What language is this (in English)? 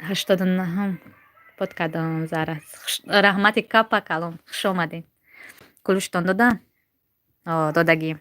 Tajik